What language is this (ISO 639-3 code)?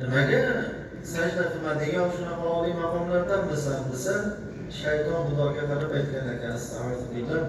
uzb